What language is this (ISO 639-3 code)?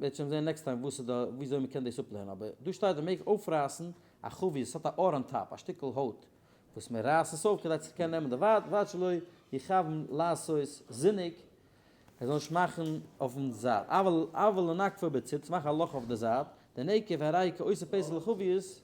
yid